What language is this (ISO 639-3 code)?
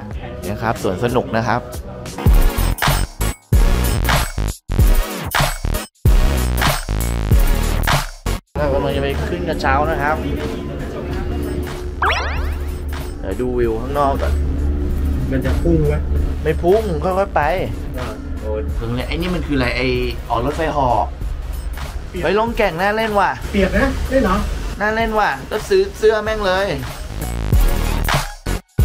tha